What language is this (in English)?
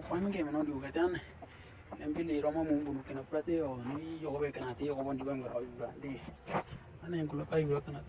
Western Dani